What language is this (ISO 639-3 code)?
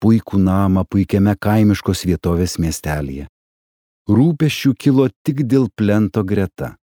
lit